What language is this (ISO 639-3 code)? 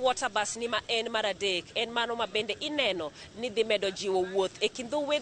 luo